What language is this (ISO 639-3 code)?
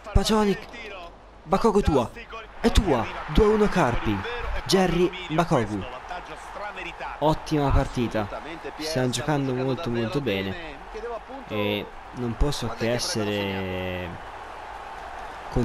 ita